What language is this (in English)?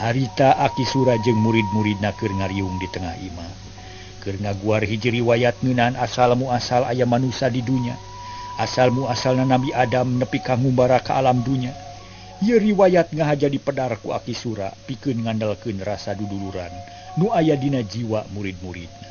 Sundanese